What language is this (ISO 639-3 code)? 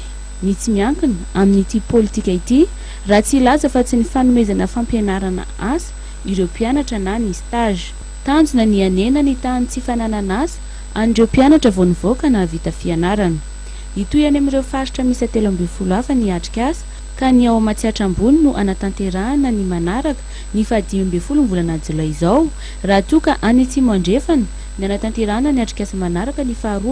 mlg